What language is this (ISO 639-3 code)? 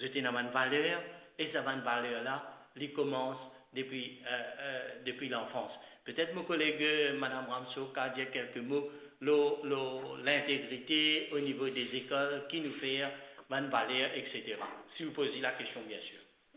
mfe